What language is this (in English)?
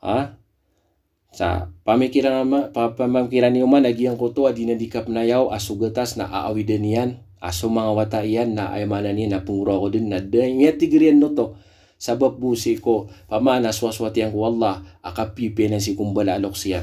Maranao